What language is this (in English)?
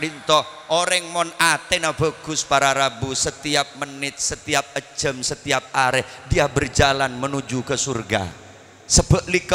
Madurese